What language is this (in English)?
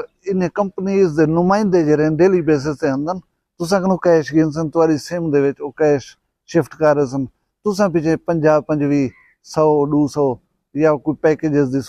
Saraiki